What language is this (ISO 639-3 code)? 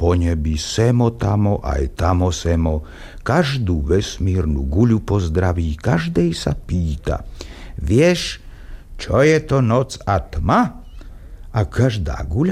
slk